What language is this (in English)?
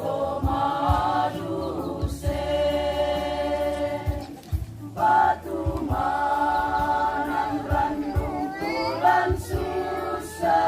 Toraja-Sa'dan